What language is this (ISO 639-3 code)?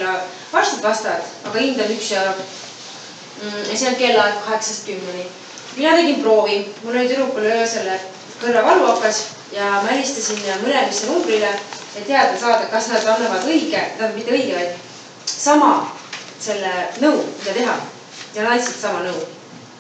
est